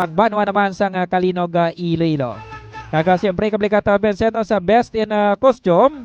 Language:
Hiligaynon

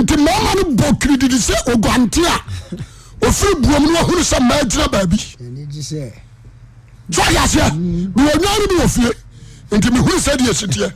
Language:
Akan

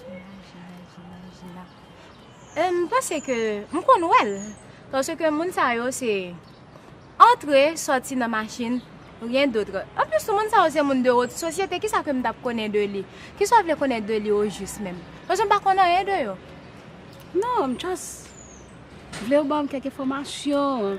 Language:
Haitian Creole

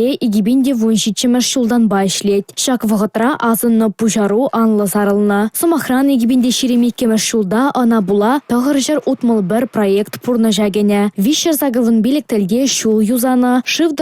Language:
Chuvash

